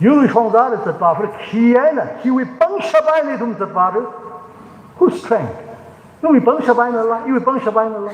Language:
Tangkhul Naga (India)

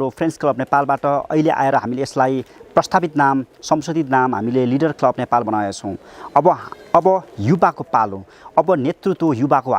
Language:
Nepali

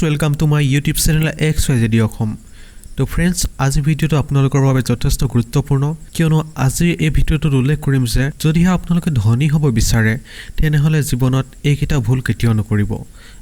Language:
Assamese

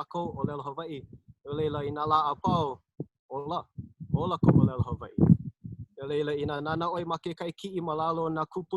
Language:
Hawaiian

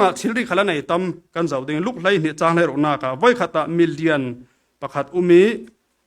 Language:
Falam Chin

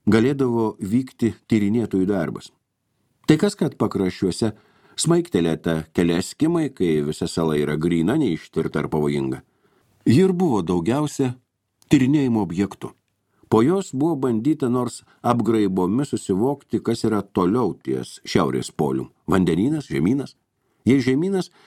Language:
Lithuanian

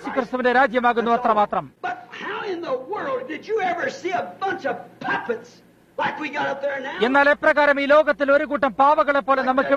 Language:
Malayalam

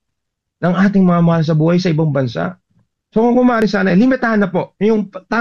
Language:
Filipino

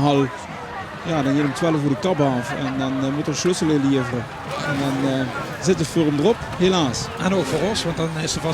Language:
Limburgish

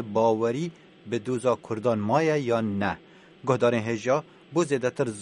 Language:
Kurdish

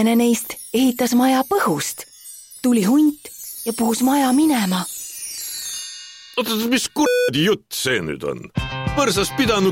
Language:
Estonian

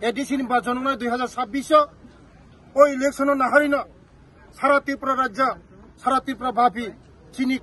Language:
Kok Borok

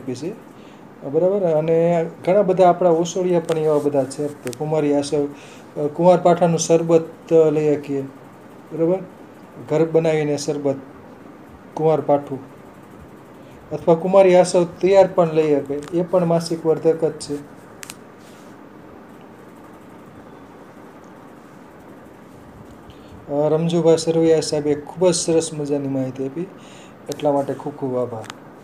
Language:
Gujarati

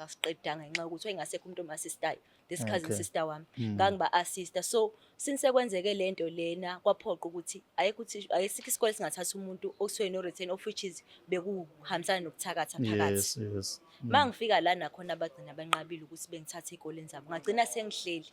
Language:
Zulu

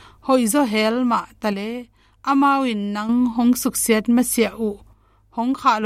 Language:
Tedim Chin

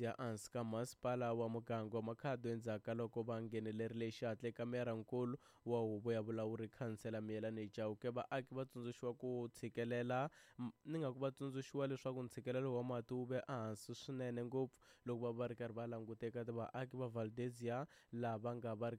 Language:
Tsonga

